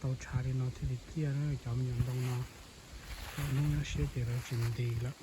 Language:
Hmong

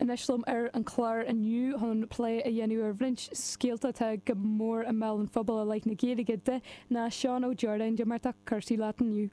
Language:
Irish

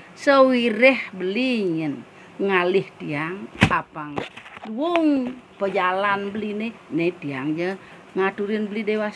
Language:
Balinese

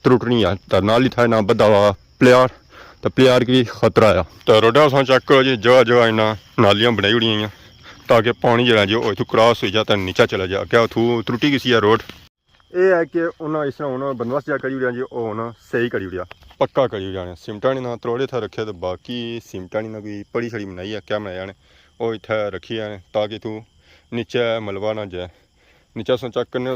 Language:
Pahari-Potwari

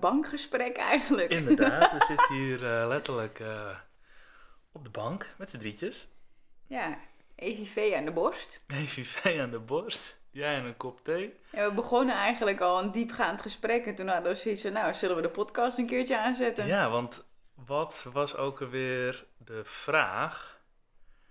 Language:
Dutch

